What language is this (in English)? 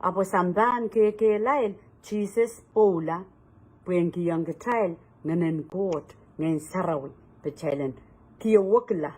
Pohnpeian